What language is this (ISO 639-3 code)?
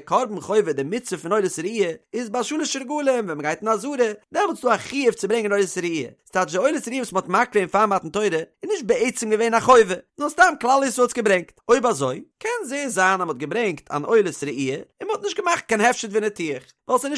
yid